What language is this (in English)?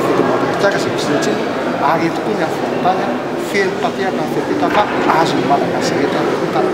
Malagasy